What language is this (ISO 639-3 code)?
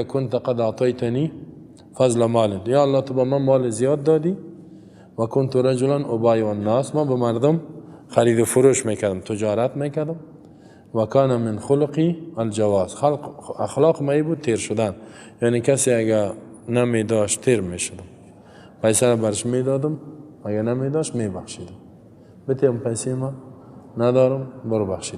fas